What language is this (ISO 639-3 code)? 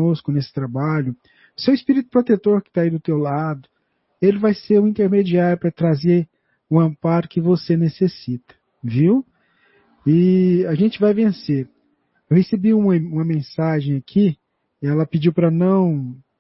por